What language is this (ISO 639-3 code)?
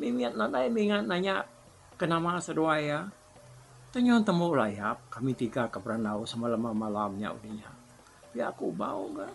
iba